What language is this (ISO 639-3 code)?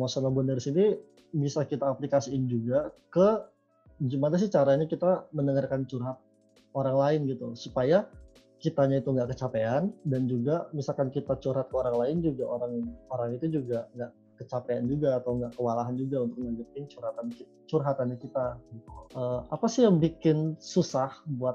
ind